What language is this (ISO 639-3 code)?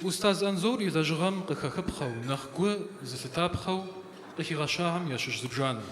kbd